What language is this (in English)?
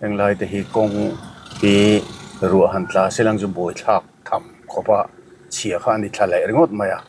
Mizo